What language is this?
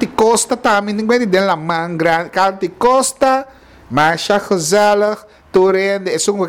Papiamento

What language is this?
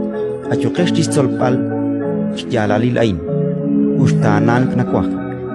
Kekchí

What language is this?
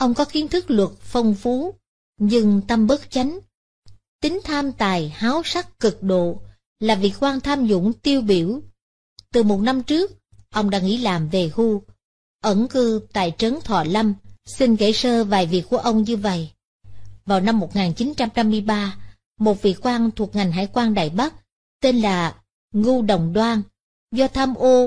Vietnamese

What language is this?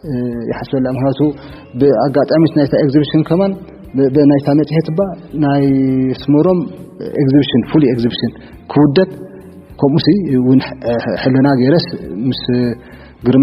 Tigrinya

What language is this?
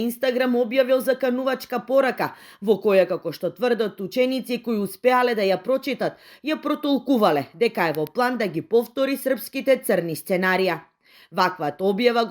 Macedonian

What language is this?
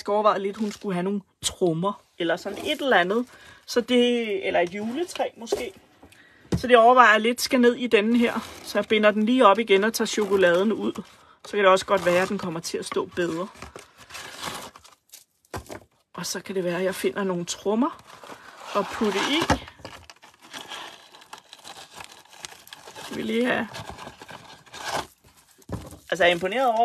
Danish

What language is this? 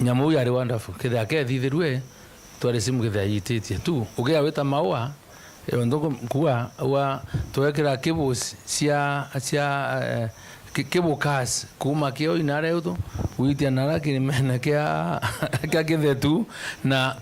Meru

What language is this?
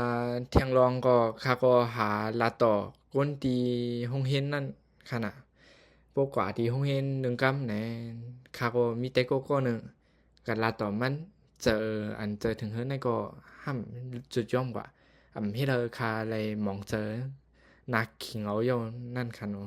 Shan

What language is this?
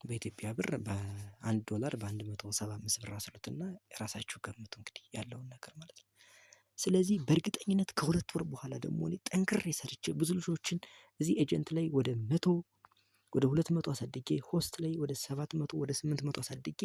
Amharic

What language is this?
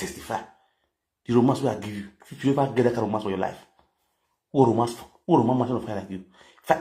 Nigerian Pidgin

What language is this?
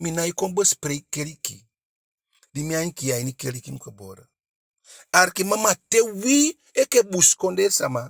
Eastern Maroon Creole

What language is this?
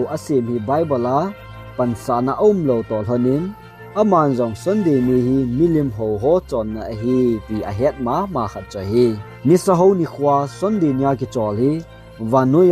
Thado Chin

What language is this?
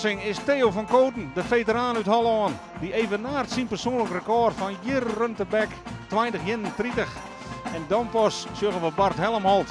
Western Frisian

